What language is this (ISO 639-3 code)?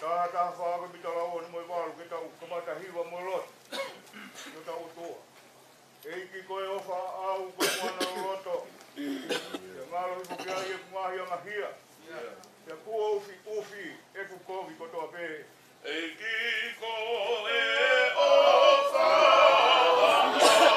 ton